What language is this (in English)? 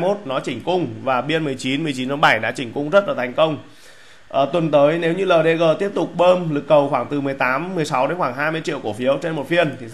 Vietnamese